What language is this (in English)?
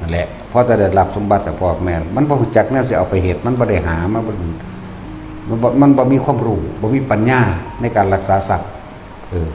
Northeastern Thai